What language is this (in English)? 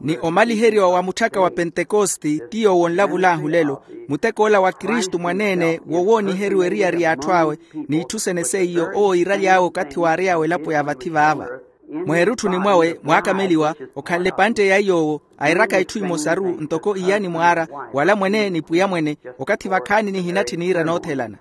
Makhuwa